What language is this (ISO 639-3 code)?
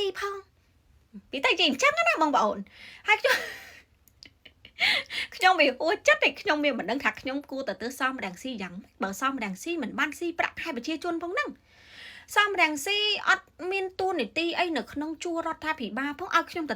khm